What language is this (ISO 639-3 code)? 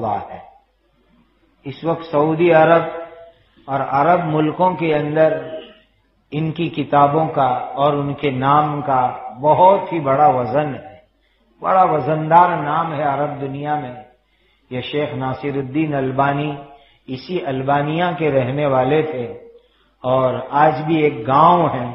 urd